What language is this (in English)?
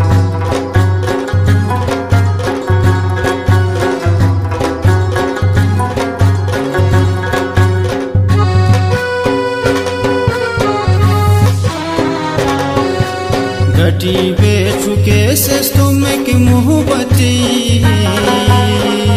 Shina